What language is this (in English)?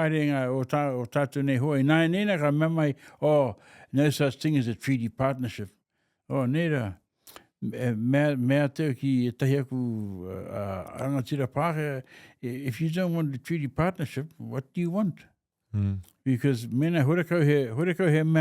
Māori